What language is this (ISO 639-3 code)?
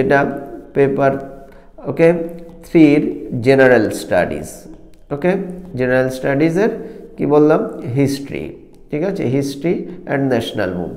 ben